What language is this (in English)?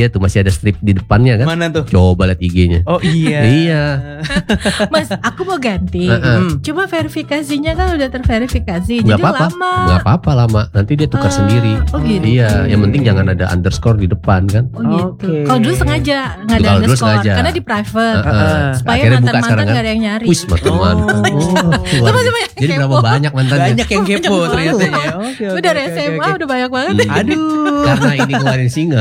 Indonesian